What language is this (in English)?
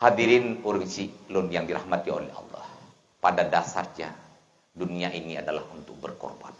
Achinese